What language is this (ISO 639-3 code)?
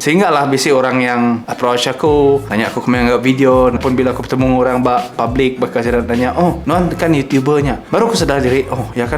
iba